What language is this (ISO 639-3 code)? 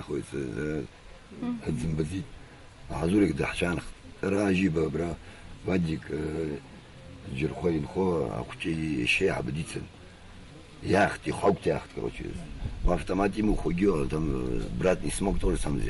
abk